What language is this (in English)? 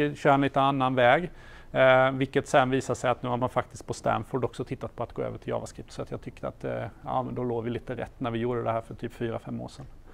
Swedish